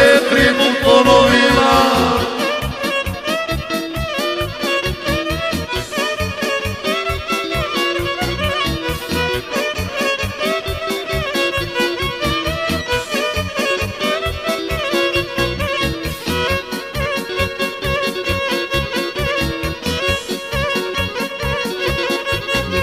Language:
Croatian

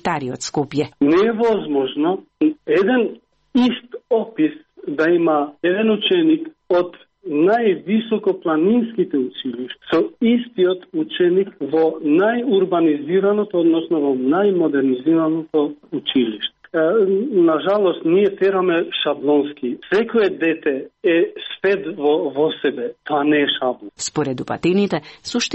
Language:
Macedonian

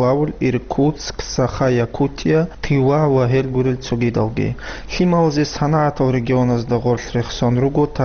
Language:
Avaric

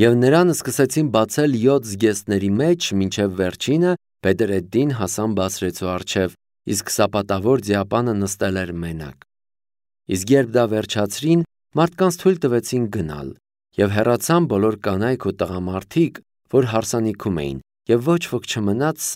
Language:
Armenian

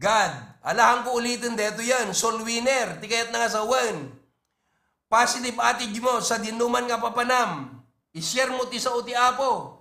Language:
Iloko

